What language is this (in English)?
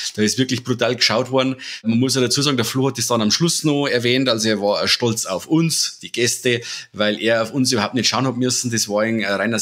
Bavarian